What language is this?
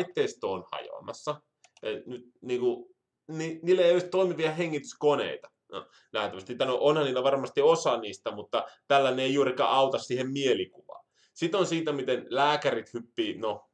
Finnish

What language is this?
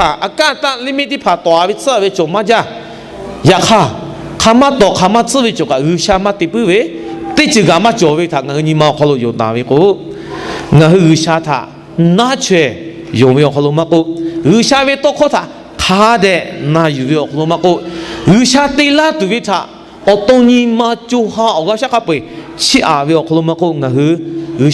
Lahu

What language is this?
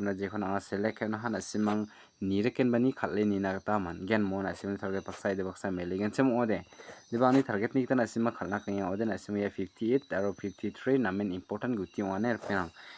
Garo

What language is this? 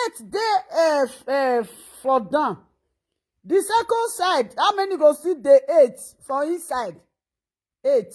Nigerian Pidgin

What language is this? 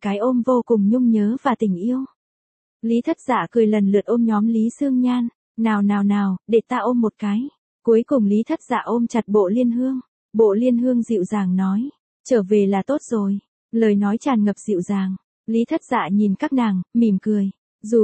Vietnamese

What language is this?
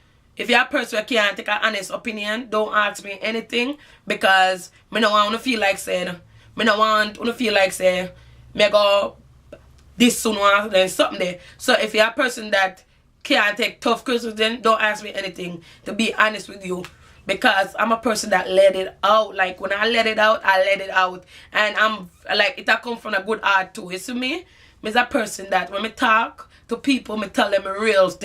Jamaican Creole English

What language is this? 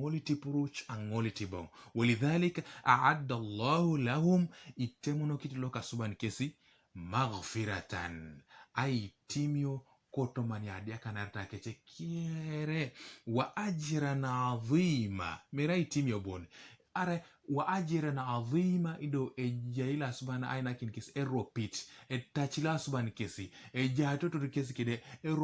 Teso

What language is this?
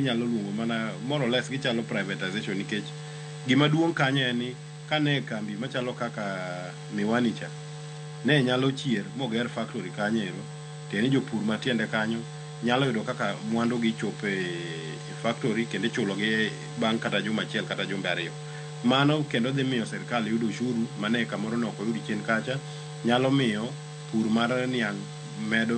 Luo (Kenya and Tanzania)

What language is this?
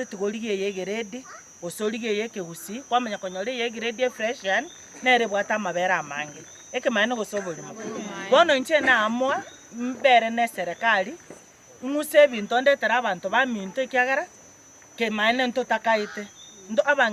Gusii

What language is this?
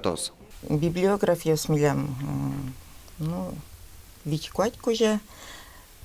Udmurt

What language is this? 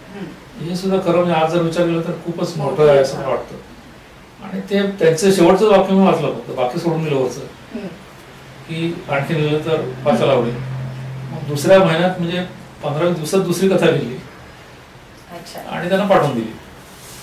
Marathi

